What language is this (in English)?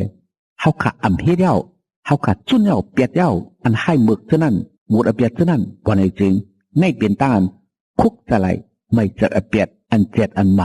Shan